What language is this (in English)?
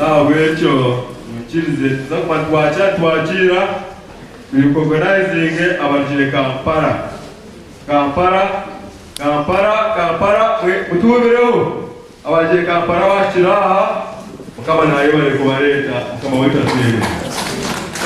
Nyankole